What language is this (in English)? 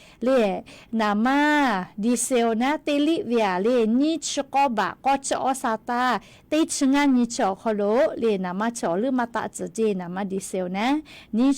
Lahu